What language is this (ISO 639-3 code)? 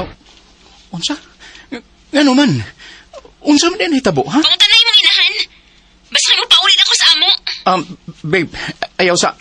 ceb